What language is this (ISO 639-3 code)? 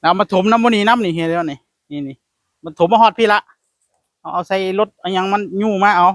tts